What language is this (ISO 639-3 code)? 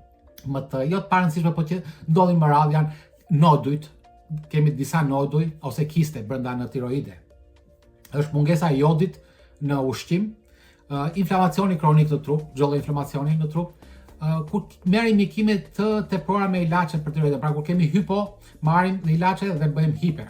sqi